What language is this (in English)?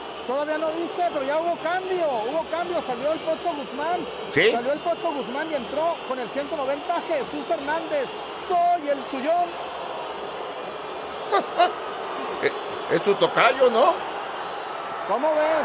Spanish